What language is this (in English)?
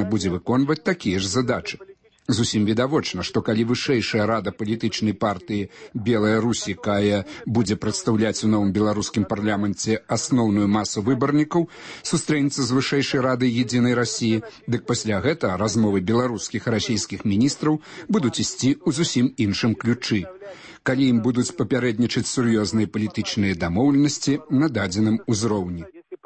Belarusian